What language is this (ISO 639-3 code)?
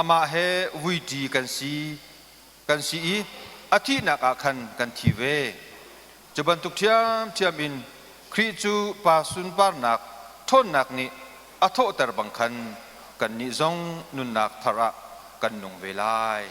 cnh